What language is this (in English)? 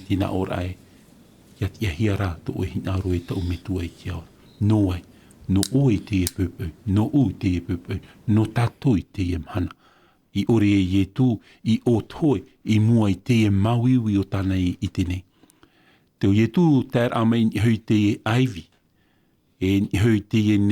Tahitian